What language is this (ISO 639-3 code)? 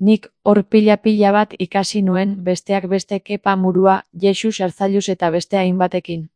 eus